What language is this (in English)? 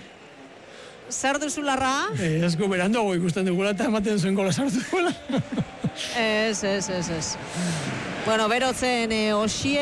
Basque